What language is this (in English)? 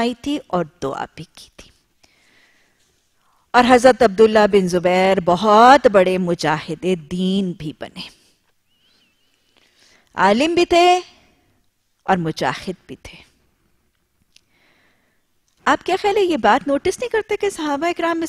Urdu